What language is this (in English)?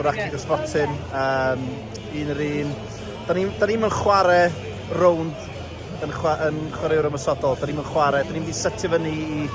Welsh